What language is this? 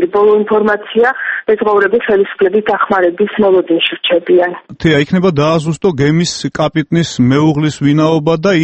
Georgian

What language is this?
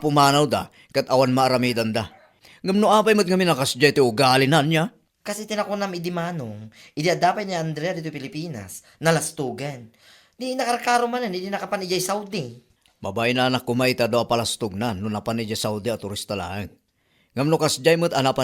Iloko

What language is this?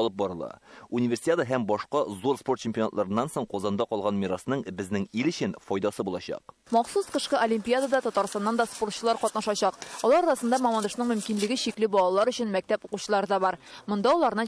Tatar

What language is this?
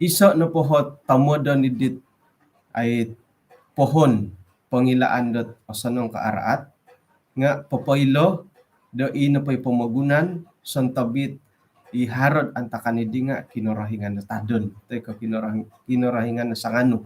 Central Dusun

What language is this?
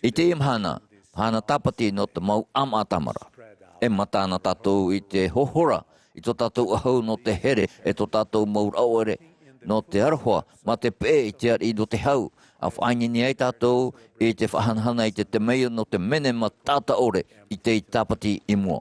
Tahitian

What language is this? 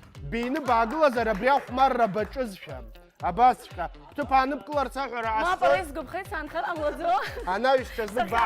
Abkhazian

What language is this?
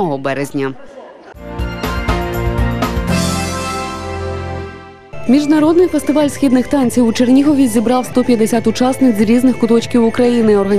Ukrainian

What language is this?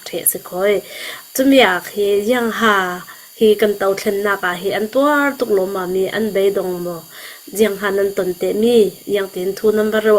Falam Chin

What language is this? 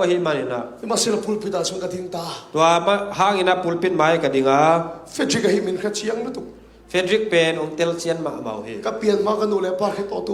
Tedim Chin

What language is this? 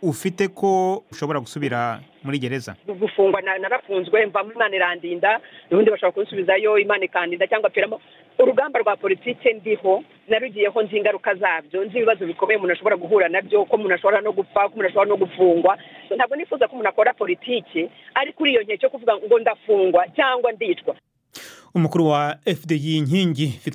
Kinyarwanda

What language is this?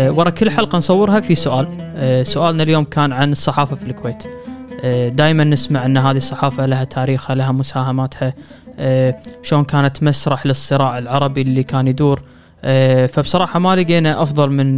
Gulf Arabic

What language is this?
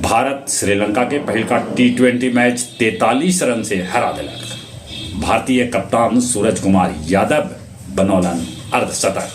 Magahi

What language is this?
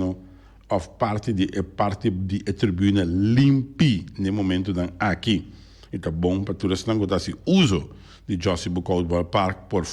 Papiamento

